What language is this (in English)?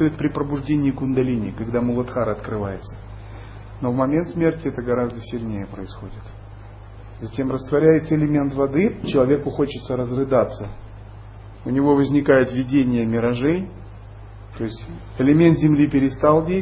Russian